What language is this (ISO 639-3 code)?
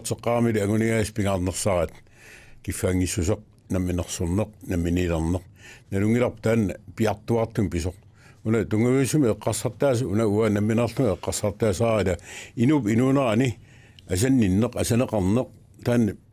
kal